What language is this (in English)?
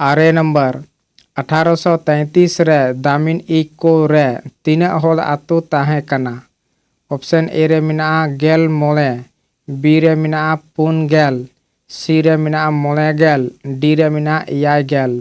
Santali